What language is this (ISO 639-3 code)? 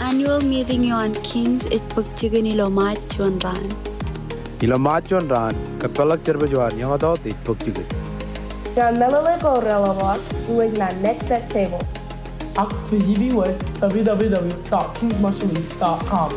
mah